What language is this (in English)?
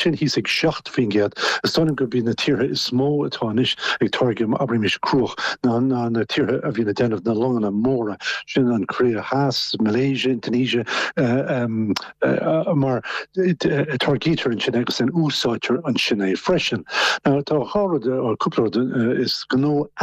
Irish